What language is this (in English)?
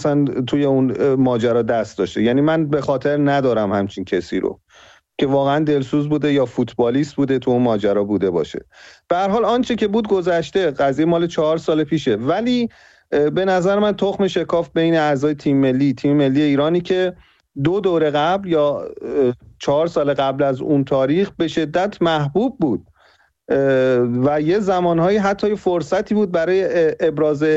Persian